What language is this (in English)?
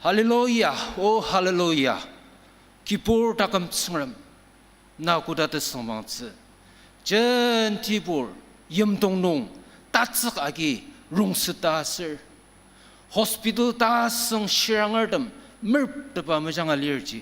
Ao Naga